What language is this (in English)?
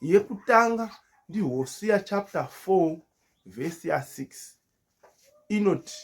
Shona